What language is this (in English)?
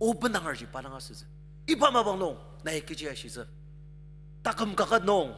Ao Naga